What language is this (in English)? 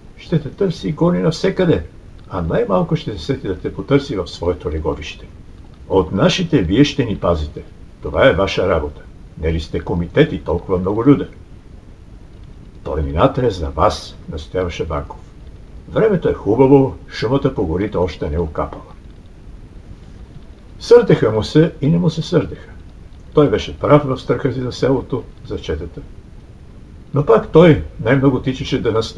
Bulgarian